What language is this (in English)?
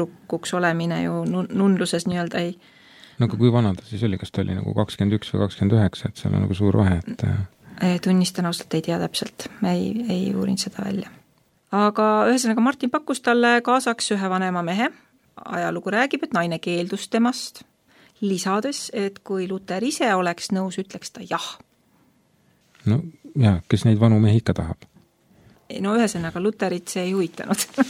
Estonian